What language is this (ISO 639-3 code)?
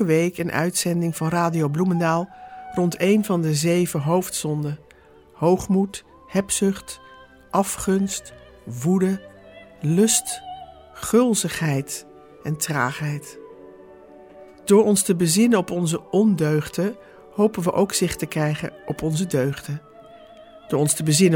nld